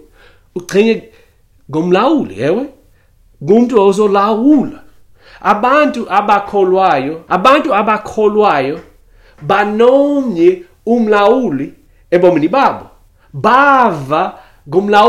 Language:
Xhosa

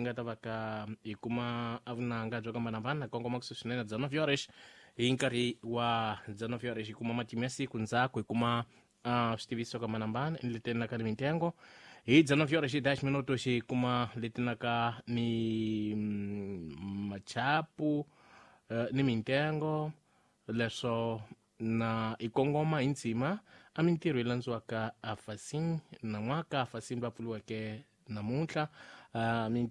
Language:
Tsonga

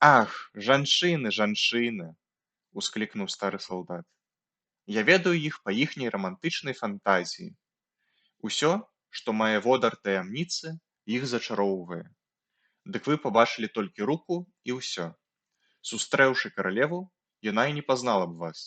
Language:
Belarusian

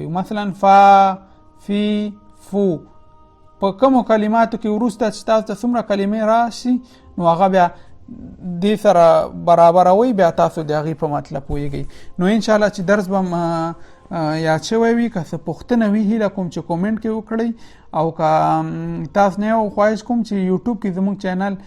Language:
Pashto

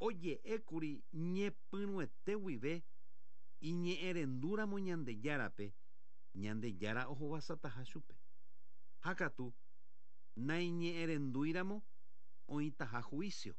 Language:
Guarani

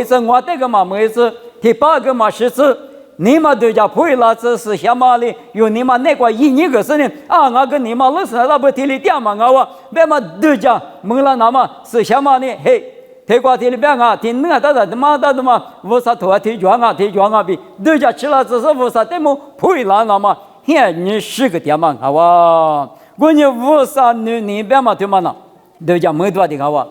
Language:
Lisu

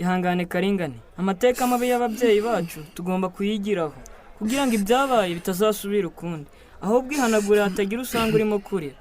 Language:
Kinyarwanda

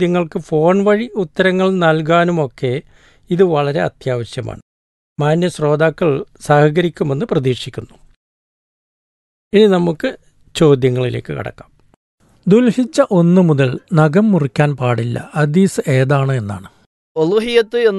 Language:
Malayalam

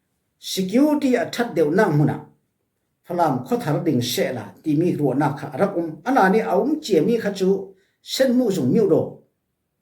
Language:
Falam Chin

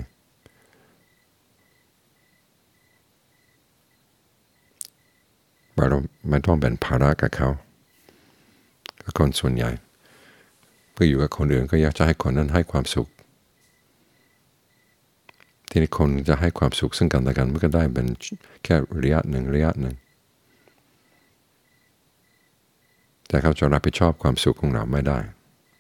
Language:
Thai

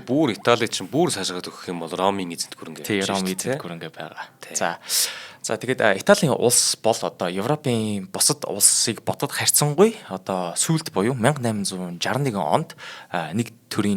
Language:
Mongolian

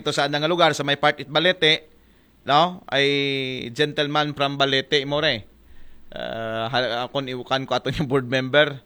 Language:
Aklanon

